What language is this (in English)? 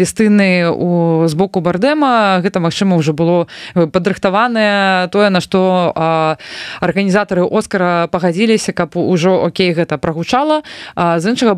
Belarusian